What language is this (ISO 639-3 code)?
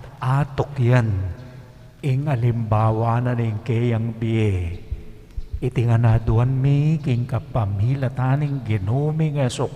pam